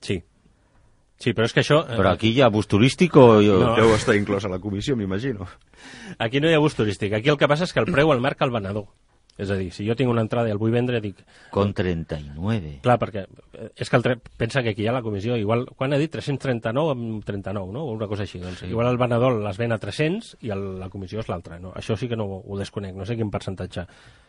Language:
Catalan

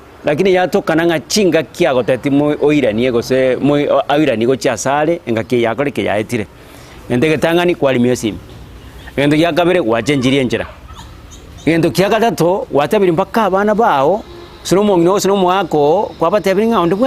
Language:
Gusii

